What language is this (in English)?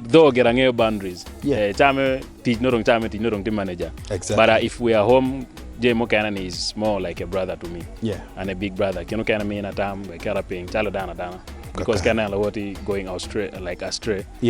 Acoli